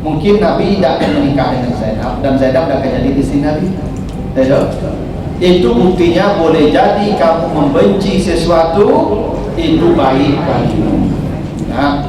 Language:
Minangkabau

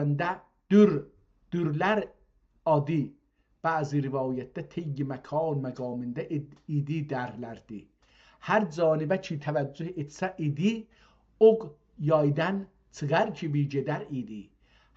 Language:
South Azerbaijani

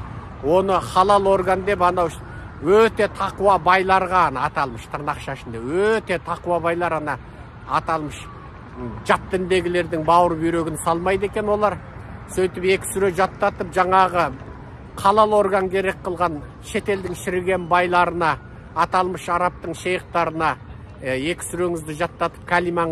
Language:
Kazakh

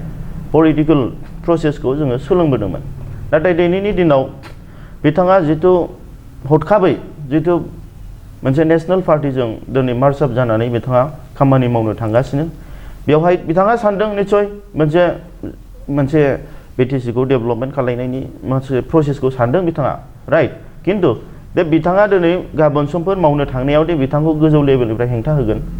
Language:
Bodo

